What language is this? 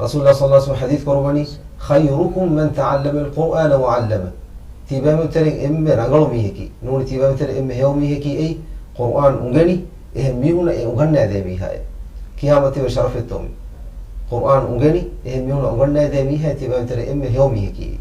Divehi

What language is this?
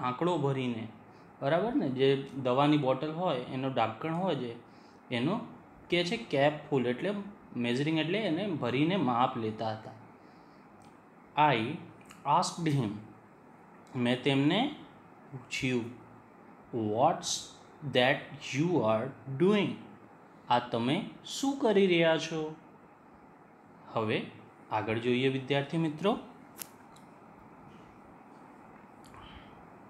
Gujarati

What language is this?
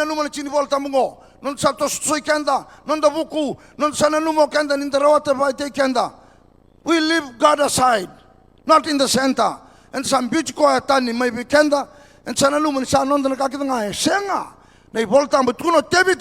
Fijian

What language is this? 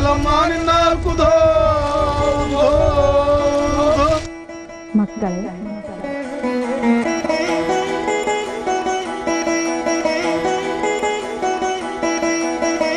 Kannada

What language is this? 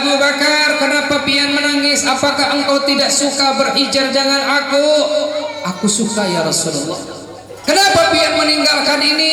Banjar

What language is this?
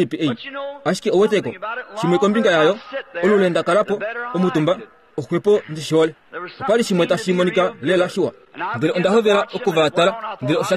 Kuanyama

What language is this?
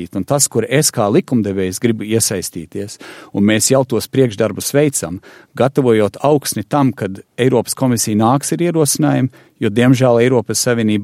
Latvian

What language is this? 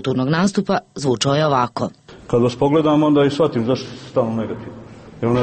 Serbian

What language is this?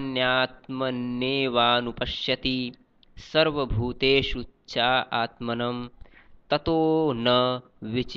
Sanskrit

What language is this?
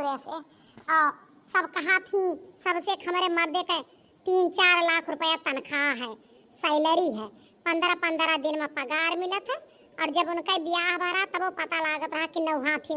Awadhi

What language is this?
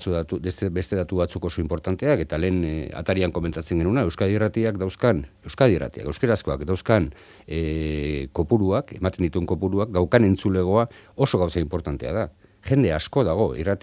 Basque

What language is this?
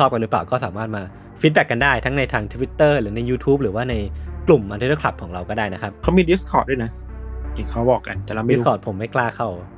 Thai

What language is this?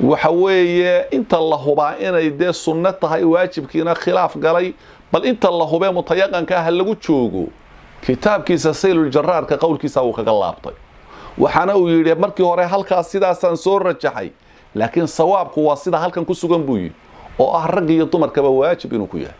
Somali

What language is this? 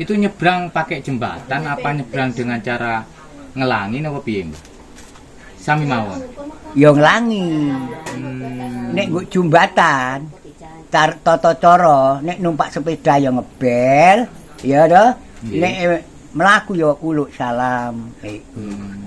Javanese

